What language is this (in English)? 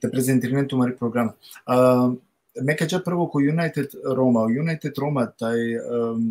Balkan Romani